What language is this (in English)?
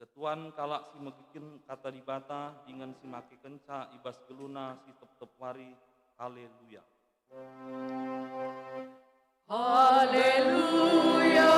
Batak Karo